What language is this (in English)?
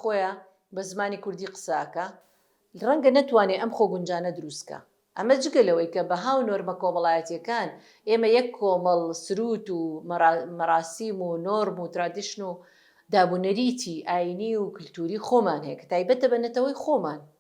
Central Kurdish